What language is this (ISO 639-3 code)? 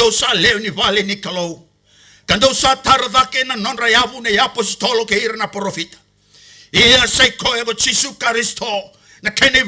fij